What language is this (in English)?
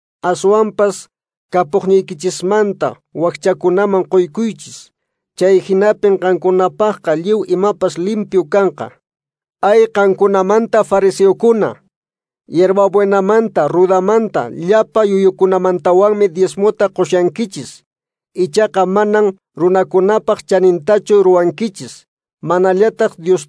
Quechua